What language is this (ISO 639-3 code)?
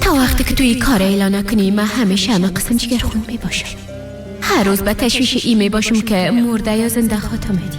fas